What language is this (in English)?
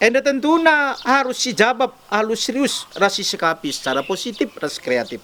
Batak Karo